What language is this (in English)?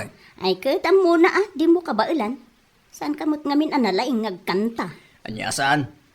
Iloko